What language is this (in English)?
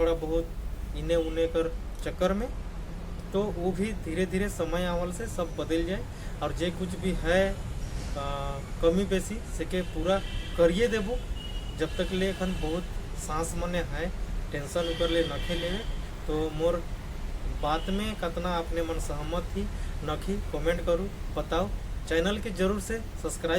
Sadri